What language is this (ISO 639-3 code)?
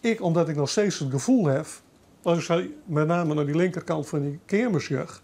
fry